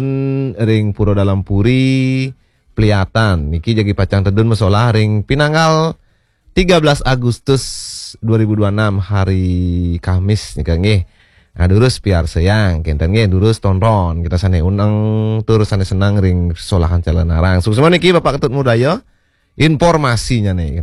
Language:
Balinese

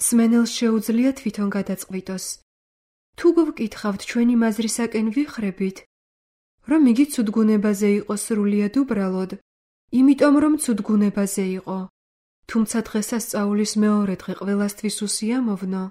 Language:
Georgian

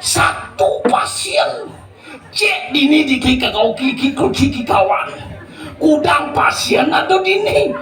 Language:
Balinese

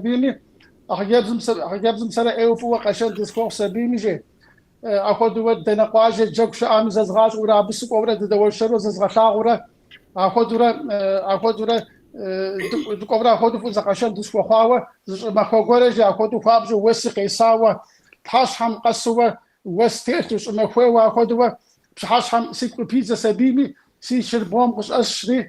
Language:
Kabardian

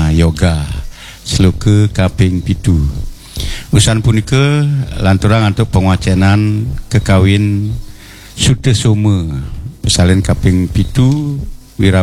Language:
Balinese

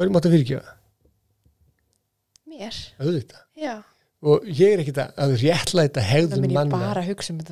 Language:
Icelandic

